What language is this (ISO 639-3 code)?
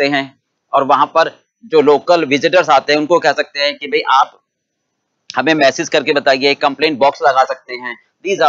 hin